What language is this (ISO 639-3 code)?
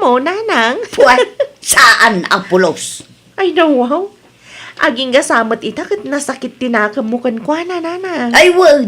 ilo